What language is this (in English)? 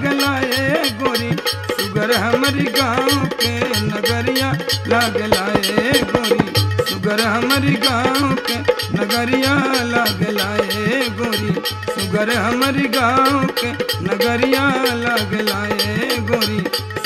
Bhojpuri